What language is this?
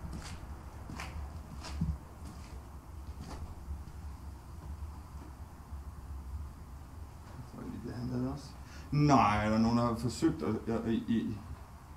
Danish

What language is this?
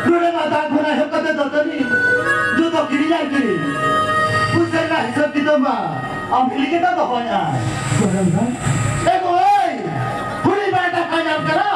Santali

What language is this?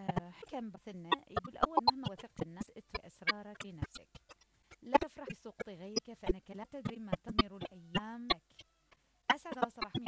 Mesopotamian Arabic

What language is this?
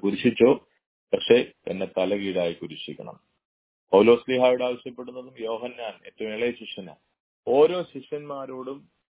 Malayalam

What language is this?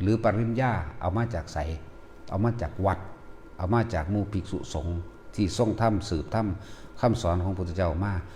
Northeastern Thai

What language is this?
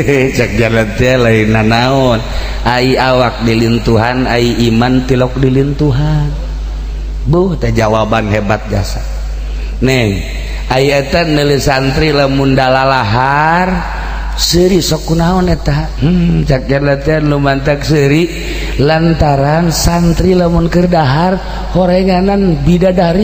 Sundanese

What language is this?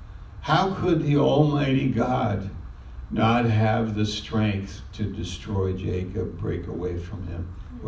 English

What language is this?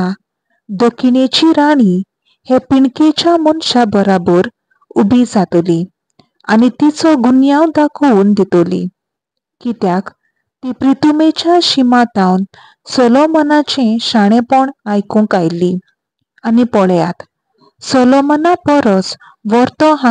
Konkani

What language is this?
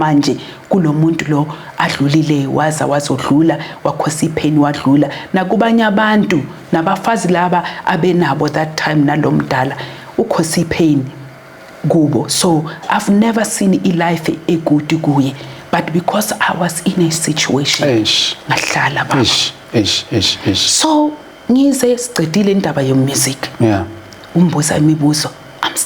Zulu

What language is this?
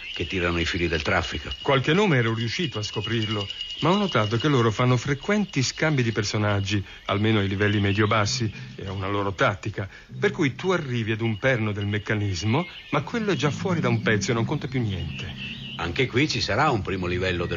Italian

